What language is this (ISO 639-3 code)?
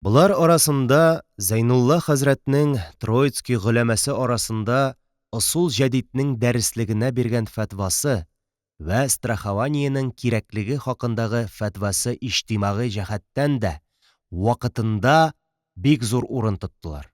tat